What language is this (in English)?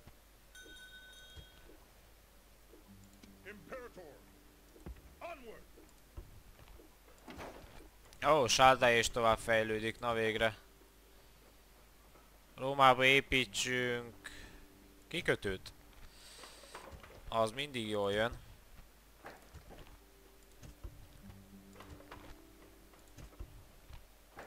Hungarian